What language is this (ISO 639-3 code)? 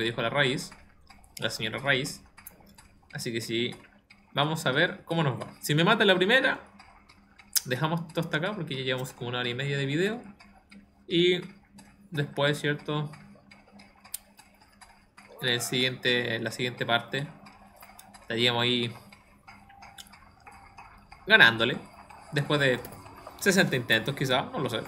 spa